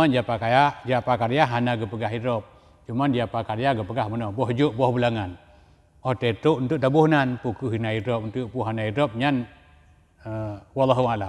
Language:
Achinese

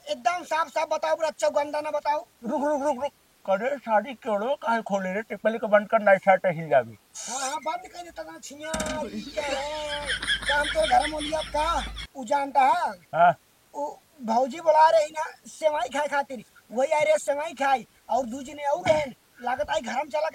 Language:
Awadhi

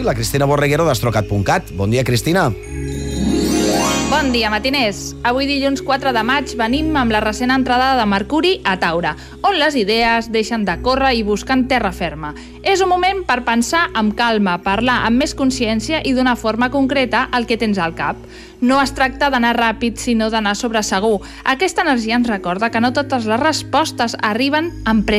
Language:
Catalan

